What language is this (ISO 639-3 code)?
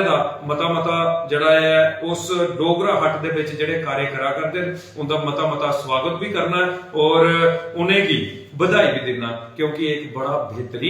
doi